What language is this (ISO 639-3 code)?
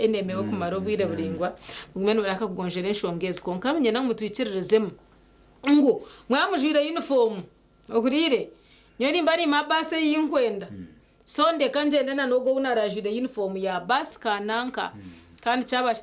nyn